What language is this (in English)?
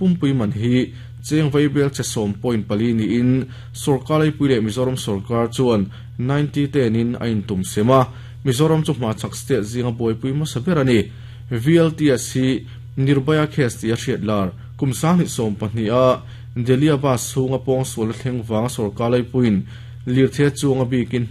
Mizo